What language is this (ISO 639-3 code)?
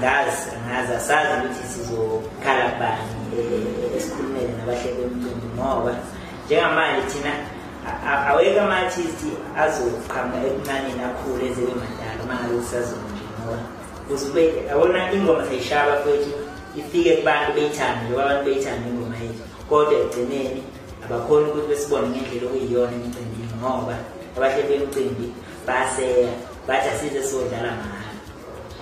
zul